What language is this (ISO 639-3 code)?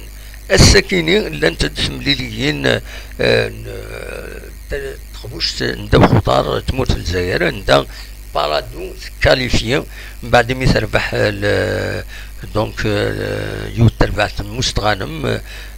kab